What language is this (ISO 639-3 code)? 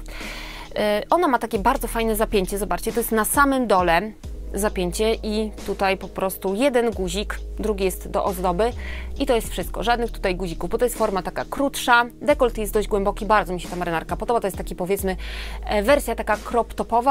pol